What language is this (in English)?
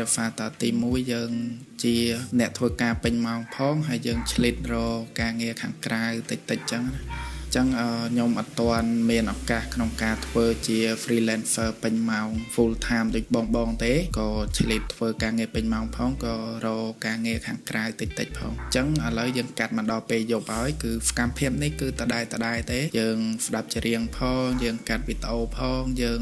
Khmer